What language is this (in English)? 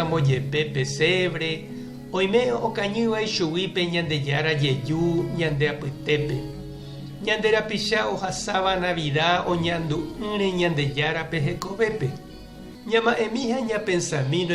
Guarani